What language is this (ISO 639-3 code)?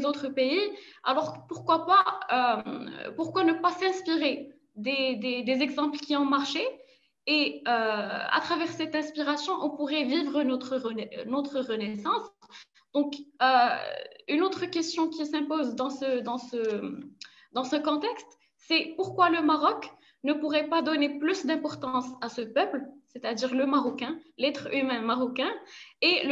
fra